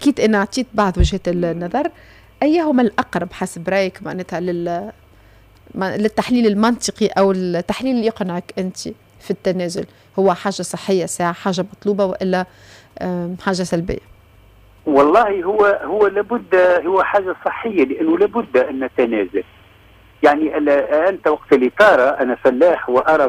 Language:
Tunisian Arabic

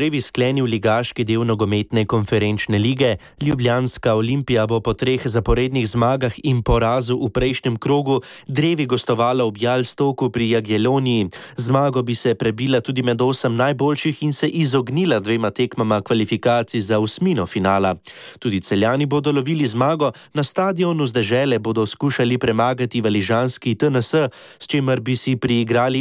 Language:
Slovenian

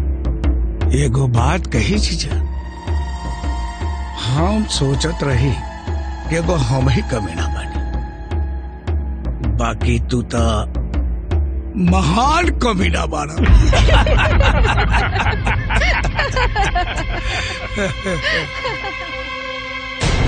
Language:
Bhojpuri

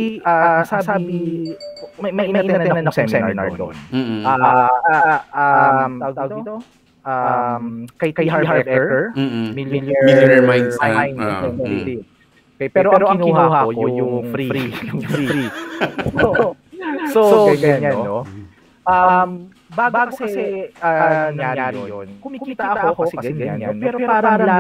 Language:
Filipino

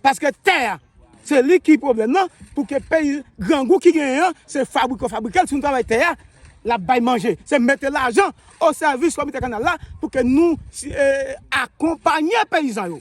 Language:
Haitian Creole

